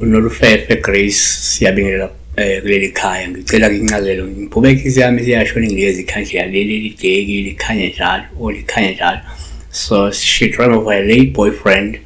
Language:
Zulu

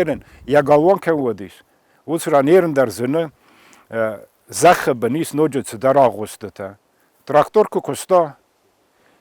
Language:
Ossetic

